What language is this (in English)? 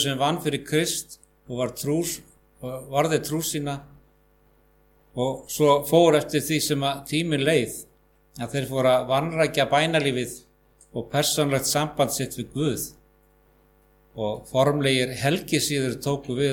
Icelandic